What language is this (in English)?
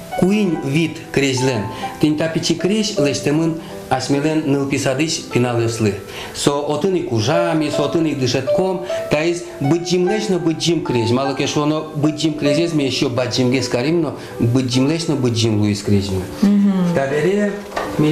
Udmurt